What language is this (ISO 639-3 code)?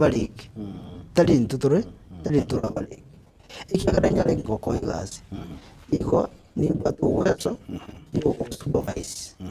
guz